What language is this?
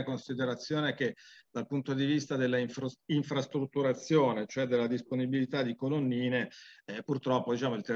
Italian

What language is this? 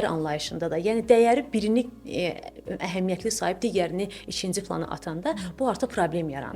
Azerbaijani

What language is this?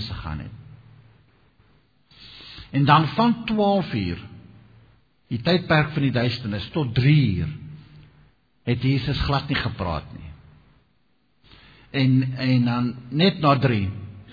Afrikaans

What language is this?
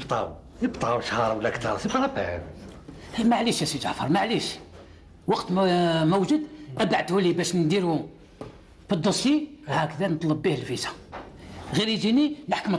Algerian Arabic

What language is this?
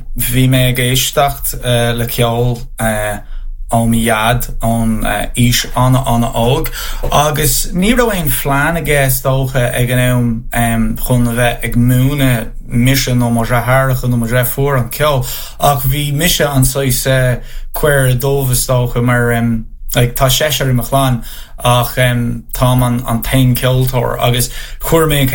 Irish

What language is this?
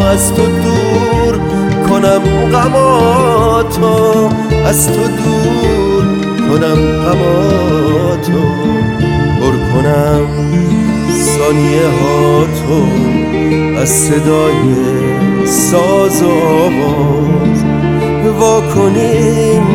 Persian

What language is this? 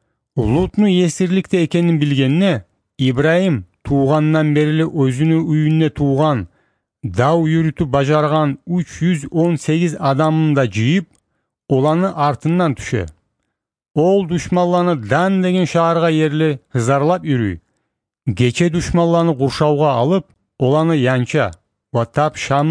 Kumyk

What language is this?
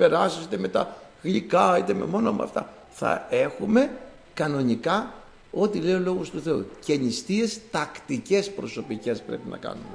Greek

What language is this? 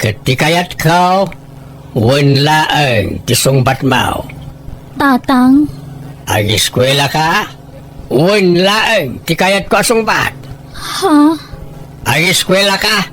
Iloko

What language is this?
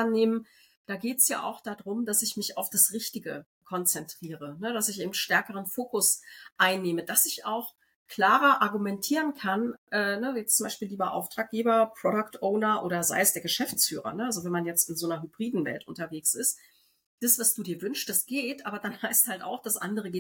German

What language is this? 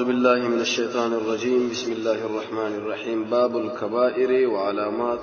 Pashto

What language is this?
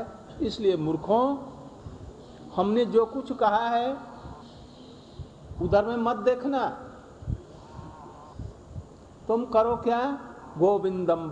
Hindi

